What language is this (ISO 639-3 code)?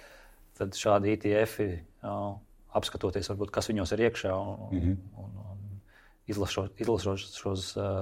lav